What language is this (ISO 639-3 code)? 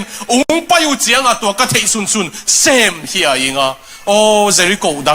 ctd